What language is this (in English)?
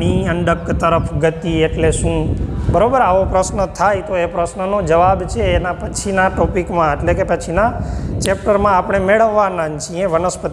Gujarati